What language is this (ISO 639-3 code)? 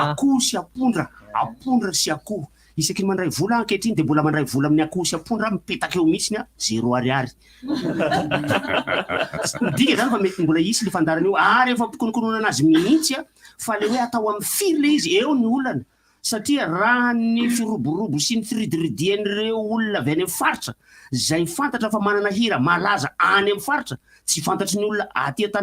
mlg